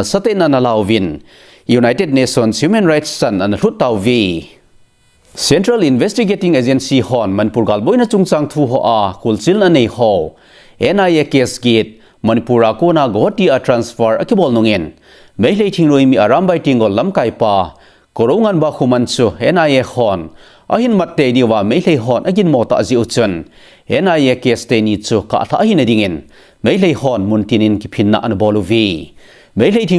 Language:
Thado Chin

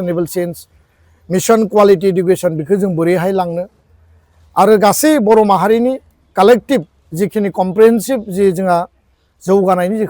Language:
Bodo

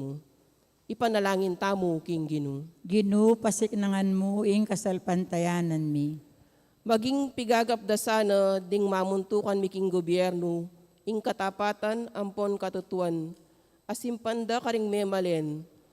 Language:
Pampanga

